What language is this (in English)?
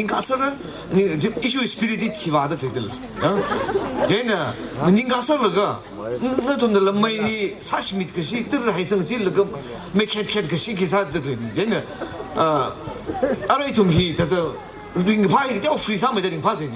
Tangkhul Naga (India)